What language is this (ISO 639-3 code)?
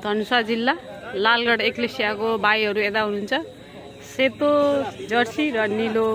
nep